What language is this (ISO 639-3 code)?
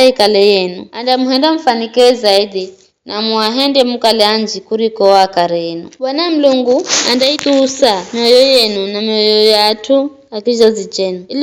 nyf